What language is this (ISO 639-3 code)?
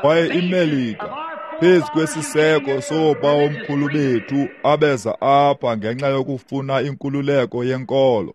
xho